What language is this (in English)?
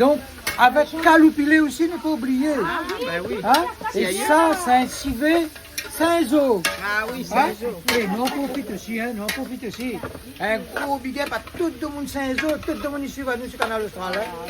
Réunion Creole French